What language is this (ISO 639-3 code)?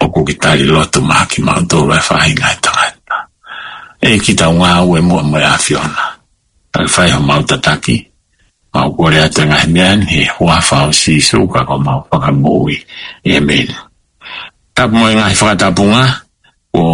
ton